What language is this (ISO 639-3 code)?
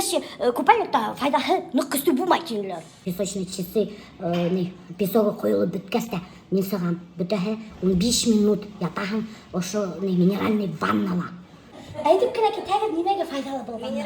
bak